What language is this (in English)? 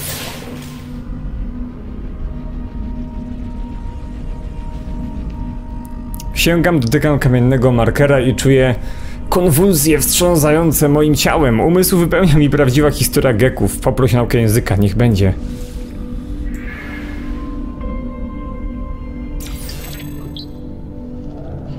Polish